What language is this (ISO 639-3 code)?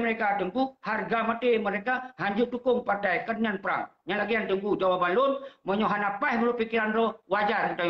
ace